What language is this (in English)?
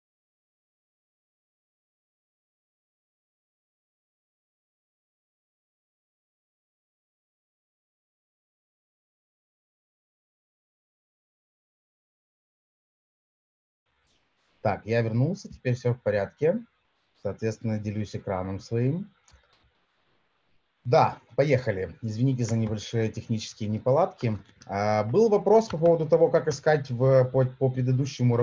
Russian